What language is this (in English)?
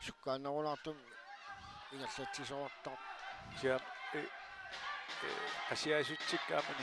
Kalaallisut